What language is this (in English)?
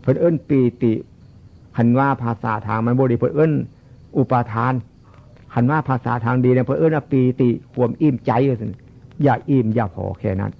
Northeastern Thai